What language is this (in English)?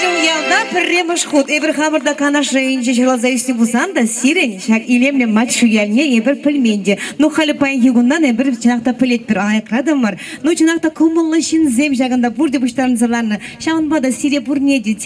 Chuvash